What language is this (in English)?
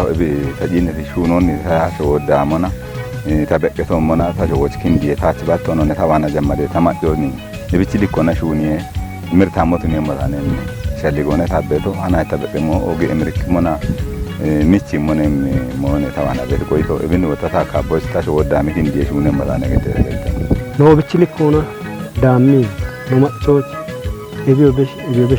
Kafa